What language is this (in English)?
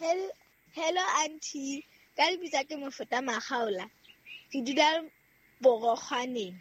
Southern Sotho